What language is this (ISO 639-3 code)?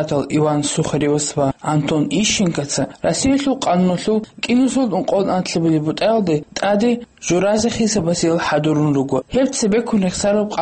ava